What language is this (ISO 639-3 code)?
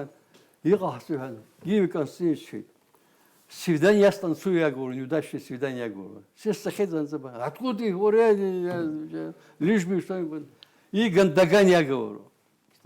abk